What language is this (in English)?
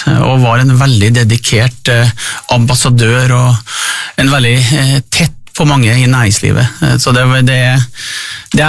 Norwegian